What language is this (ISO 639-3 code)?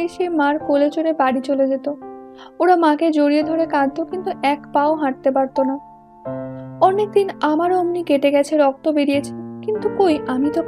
ben